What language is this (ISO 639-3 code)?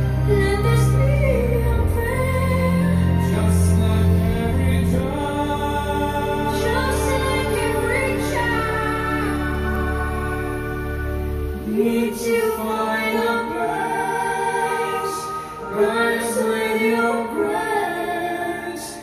swa